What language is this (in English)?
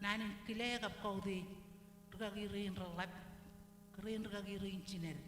Marshallese